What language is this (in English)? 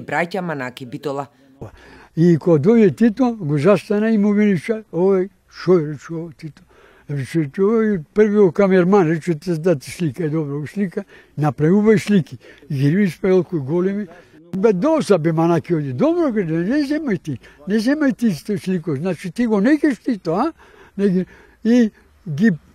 Macedonian